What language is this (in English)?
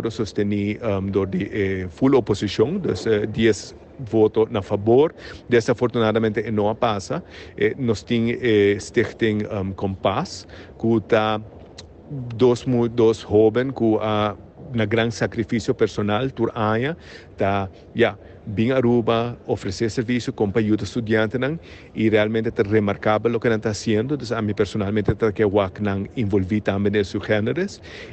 Papiamento